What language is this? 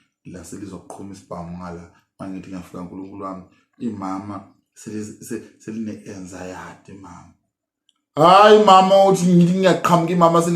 Zulu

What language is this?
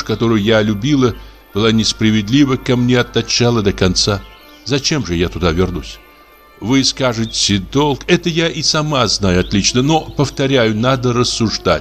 Russian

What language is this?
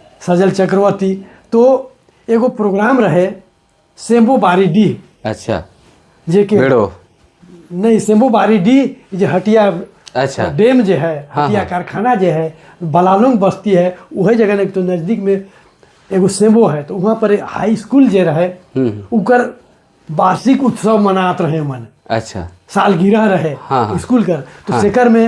Sadri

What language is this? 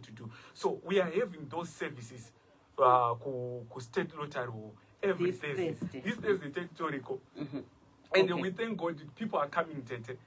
Shona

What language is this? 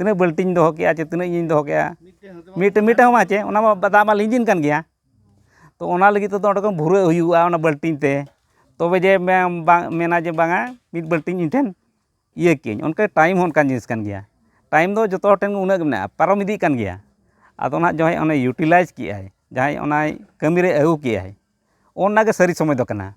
Santali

